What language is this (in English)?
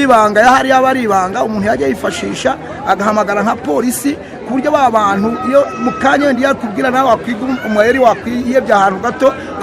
Kinyarwanda